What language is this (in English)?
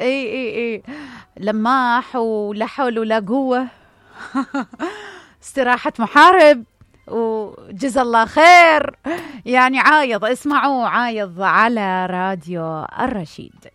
Mesopotamian Arabic